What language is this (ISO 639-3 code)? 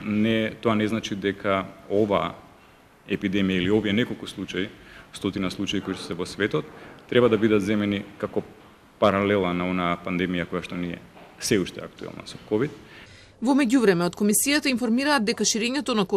mkd